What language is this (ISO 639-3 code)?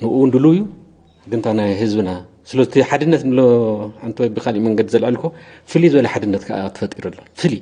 tir